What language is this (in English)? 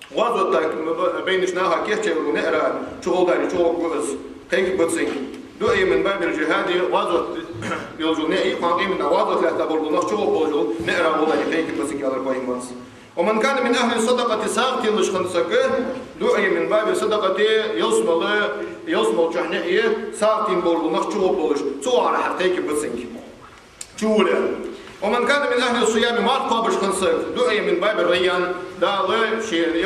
Ingush